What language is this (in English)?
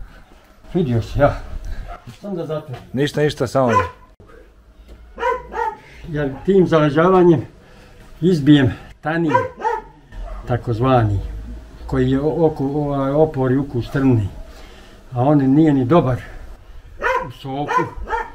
Bosnian